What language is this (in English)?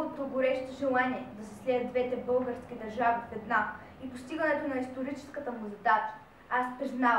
Bulgarian